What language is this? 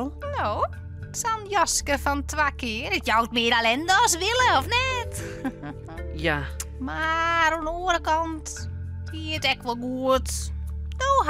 Western Frisian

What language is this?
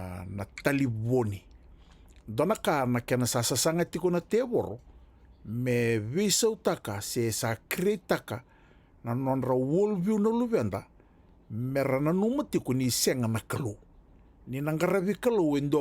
Fijian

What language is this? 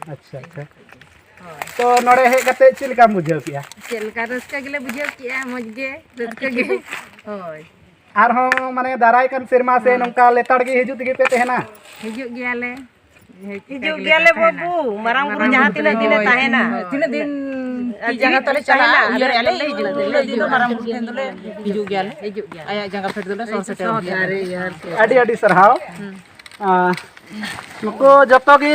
Santali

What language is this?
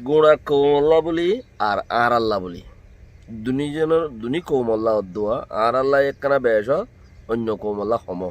Rohingya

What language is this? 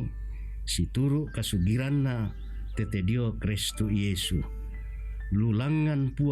Toraja-Sa'dan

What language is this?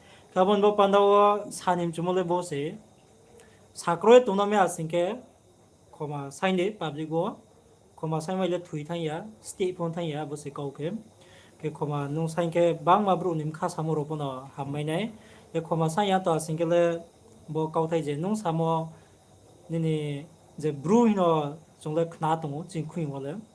Riang (India)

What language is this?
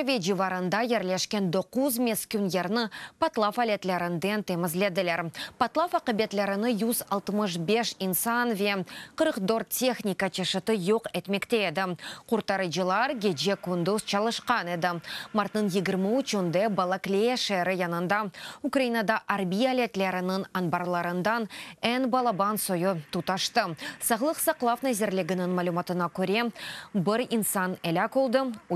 Crimean Tatar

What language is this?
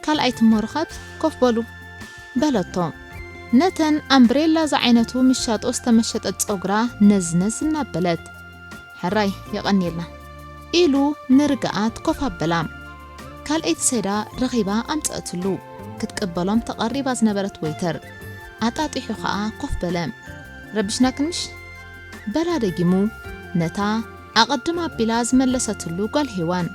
Tigrinya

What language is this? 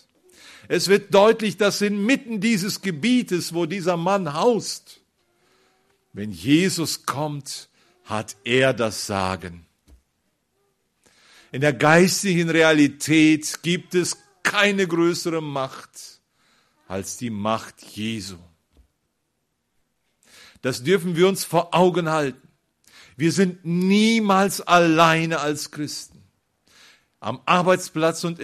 German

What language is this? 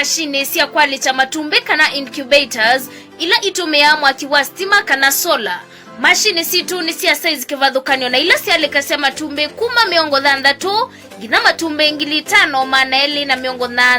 Kamba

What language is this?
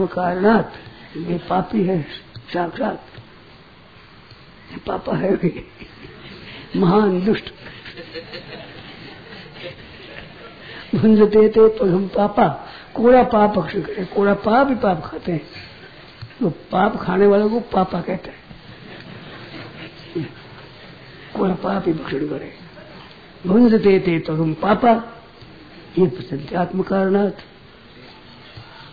Hindi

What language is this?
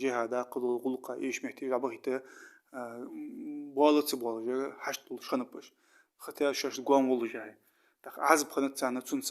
Ingush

